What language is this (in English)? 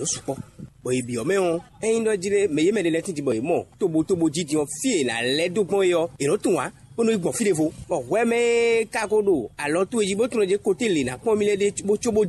Fon